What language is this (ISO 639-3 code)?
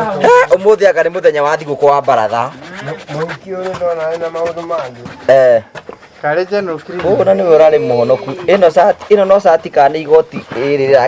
kik